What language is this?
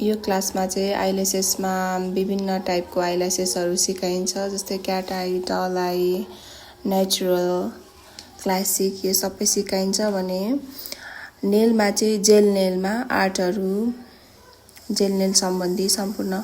Nepali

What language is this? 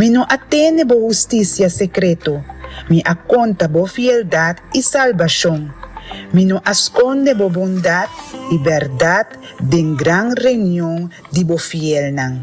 Papiamento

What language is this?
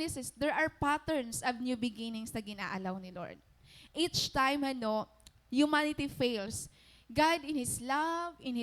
Waray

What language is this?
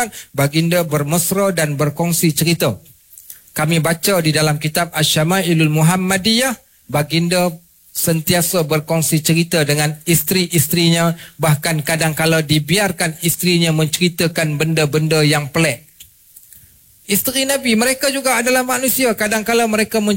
Malay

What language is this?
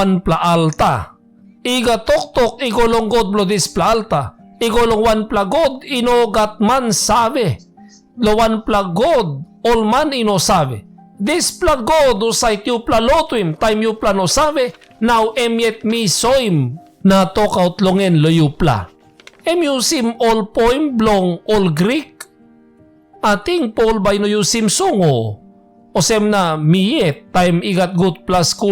Tok Pisin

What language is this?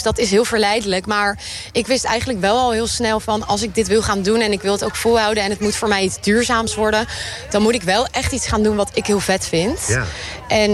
Dutch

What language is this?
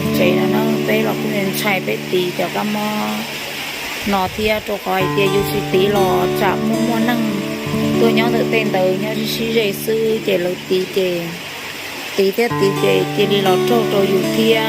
Hmong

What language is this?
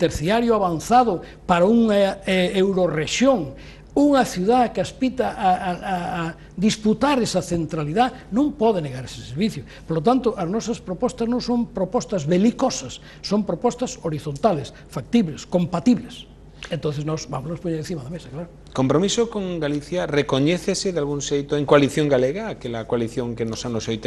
Galician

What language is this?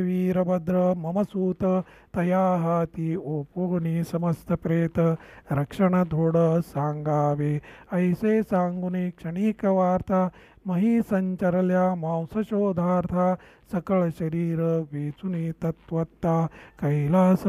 Marathi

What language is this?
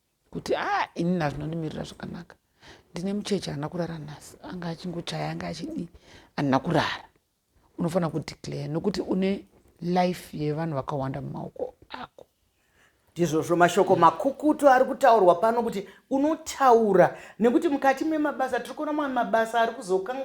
Shona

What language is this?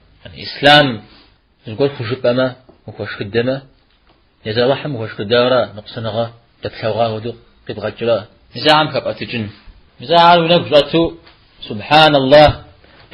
Kabardian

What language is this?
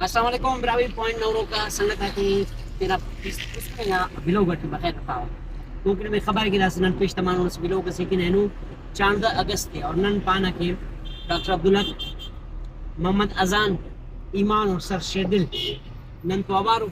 Brahui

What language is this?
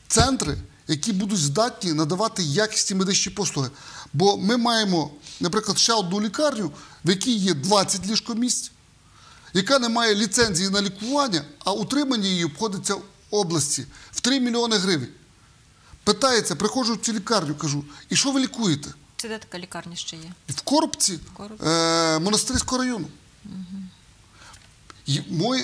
Ukrainian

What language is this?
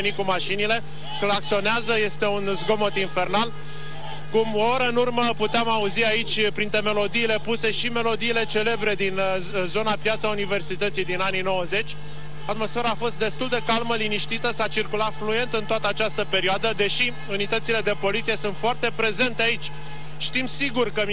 Romanian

